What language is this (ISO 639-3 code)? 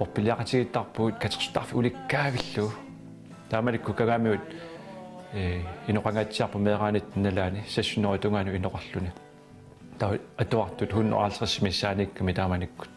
kal